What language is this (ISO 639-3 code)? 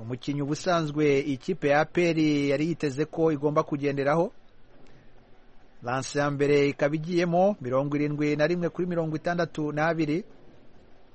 kin